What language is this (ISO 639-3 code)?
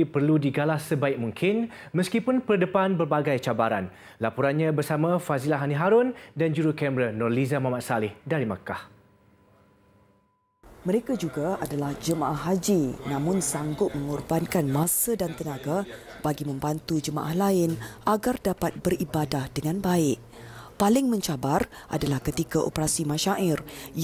msa